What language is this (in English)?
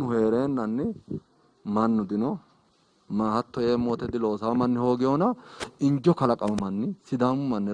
Sidamo